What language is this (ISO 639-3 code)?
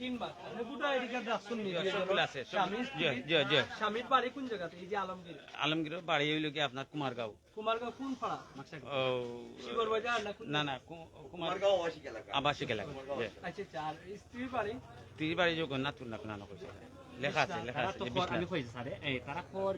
syl